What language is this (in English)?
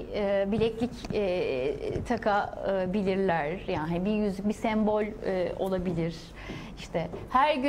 Turkish